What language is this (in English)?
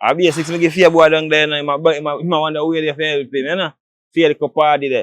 Jamaican Creole English